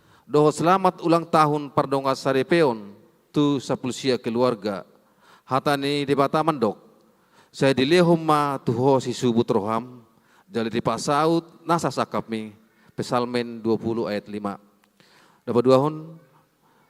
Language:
Batak Toba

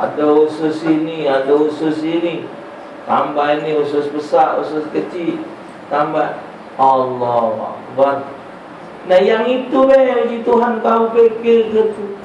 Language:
Musi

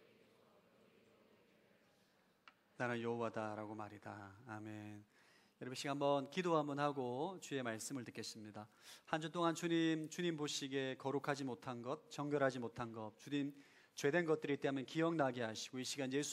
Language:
Korean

